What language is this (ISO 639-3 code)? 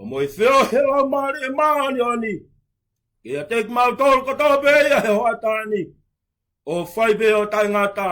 ton